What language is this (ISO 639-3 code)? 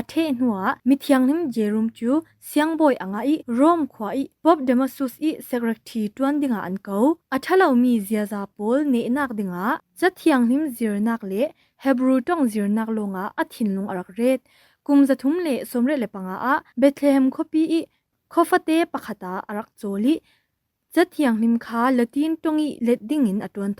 cfm